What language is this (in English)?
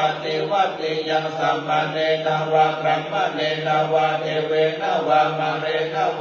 Pali